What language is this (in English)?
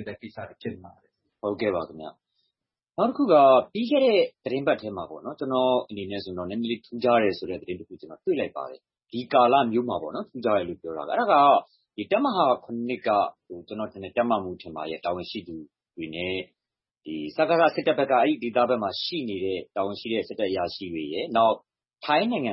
Burmese